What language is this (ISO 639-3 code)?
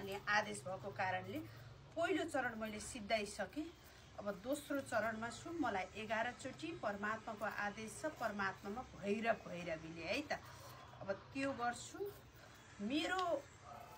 nep